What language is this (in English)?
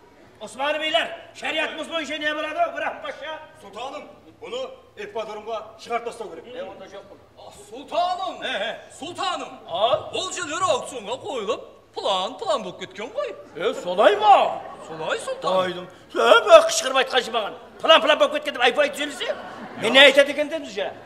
Kara-Kalpak